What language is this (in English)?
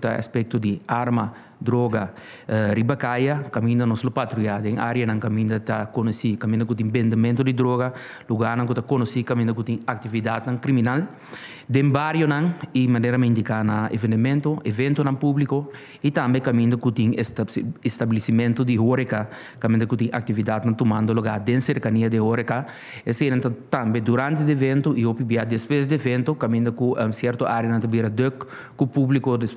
Papiamento